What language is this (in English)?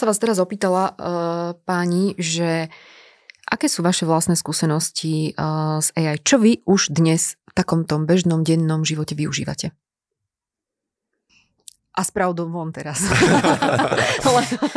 Slovak